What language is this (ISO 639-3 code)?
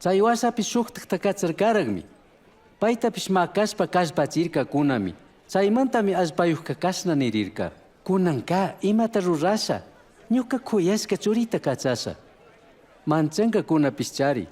qug